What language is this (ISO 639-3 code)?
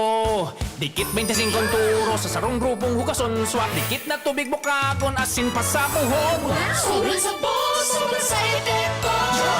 bik